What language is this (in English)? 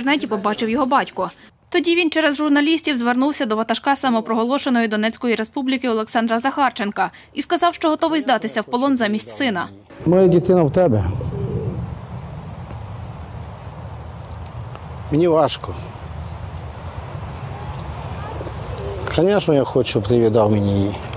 Ukrainian